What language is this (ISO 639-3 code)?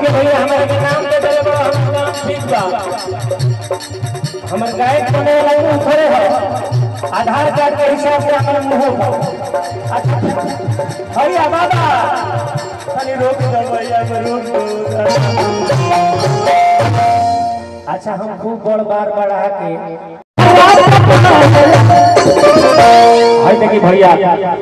bho